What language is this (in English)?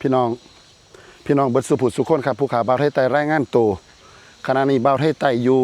Northeastern Thai